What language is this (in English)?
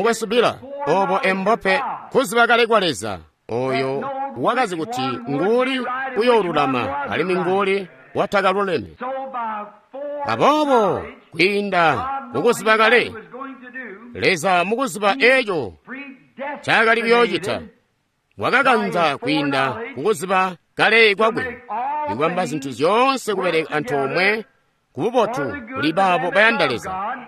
Tonga (Zambia)